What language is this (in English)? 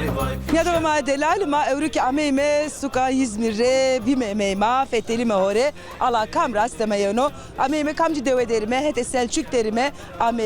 Zaza